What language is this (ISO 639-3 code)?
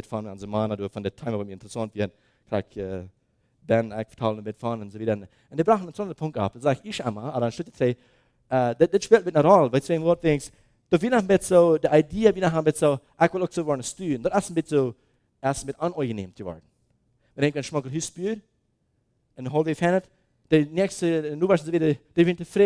pdt